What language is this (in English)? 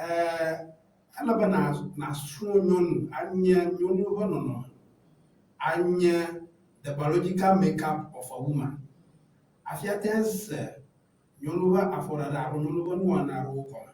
Ewe